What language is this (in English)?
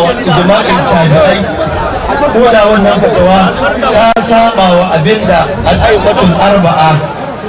Hausa